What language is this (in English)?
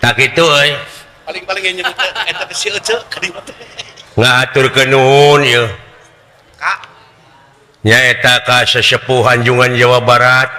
Sundanese